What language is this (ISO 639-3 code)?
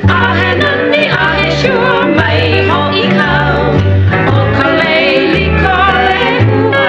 haw